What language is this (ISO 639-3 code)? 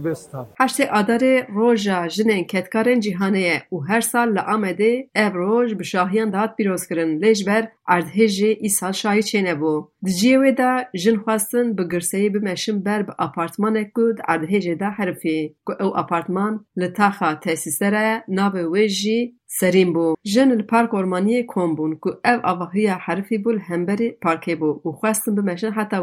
kur